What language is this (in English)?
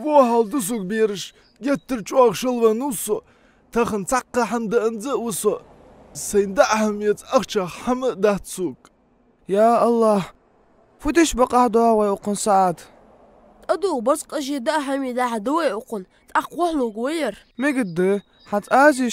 Ingush